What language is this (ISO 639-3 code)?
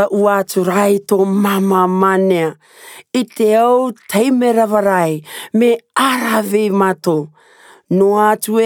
rar